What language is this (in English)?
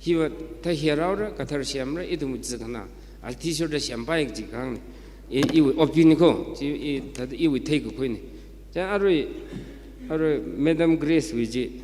Tangkhul Naga (India)